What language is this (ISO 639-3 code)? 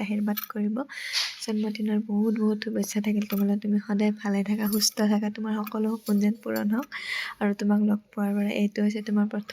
asm